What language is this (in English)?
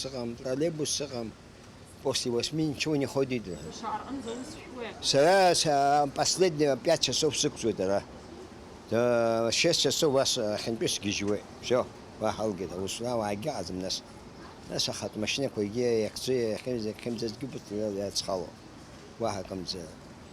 Abkhazian